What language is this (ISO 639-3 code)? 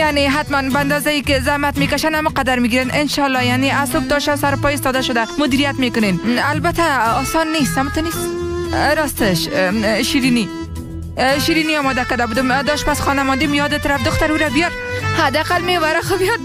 tgk